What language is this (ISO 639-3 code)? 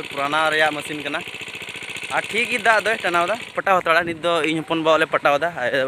sat